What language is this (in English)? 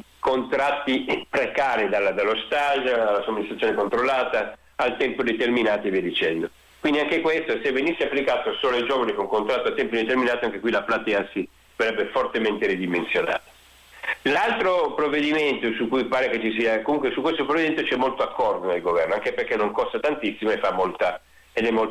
Italian